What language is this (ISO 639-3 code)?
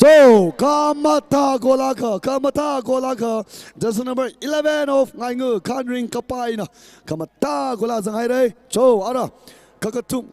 nmf